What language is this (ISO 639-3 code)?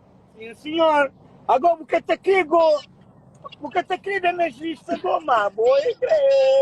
kea